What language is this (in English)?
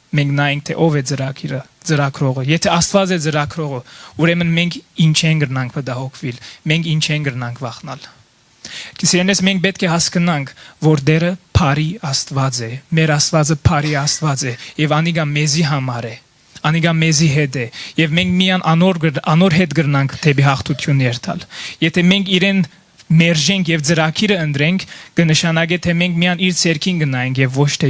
Western Armenian